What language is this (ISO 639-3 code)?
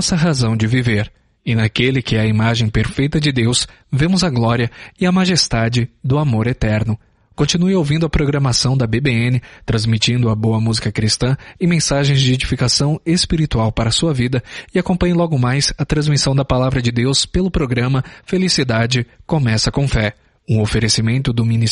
por